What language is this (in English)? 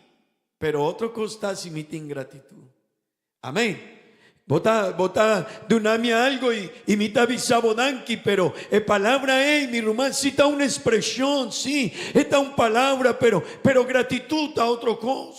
Papiamento